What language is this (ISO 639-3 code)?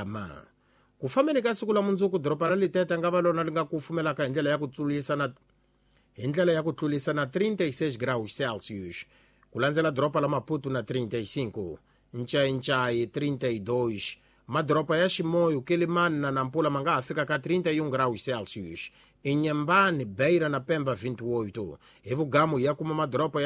tso